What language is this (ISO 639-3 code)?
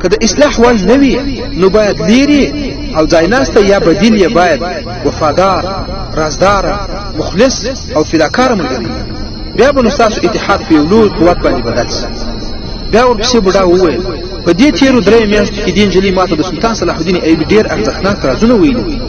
pus